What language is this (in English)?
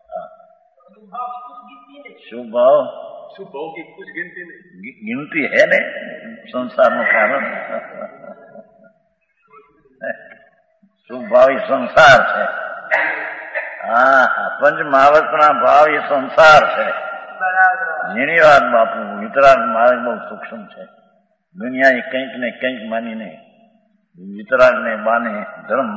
Gujarati